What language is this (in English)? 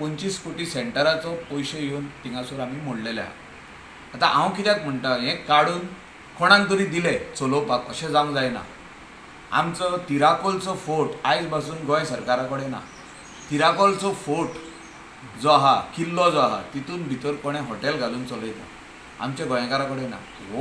Konkani